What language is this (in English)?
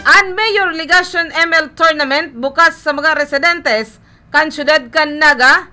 Bikol